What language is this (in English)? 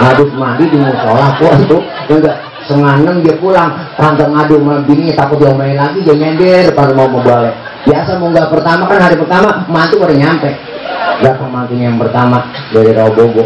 Betawi